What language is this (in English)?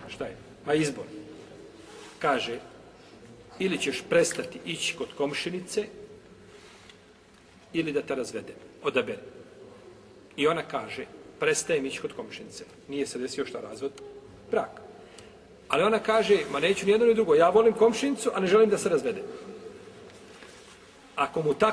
Bosnian